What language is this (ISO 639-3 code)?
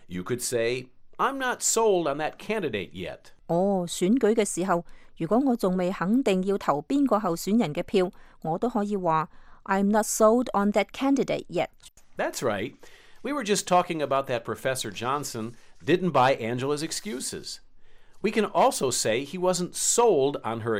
yue